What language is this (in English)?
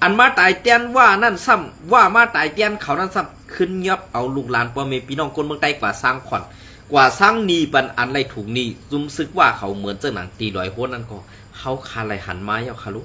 Shan